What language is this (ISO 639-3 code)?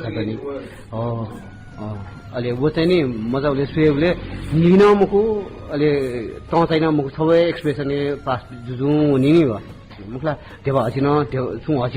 new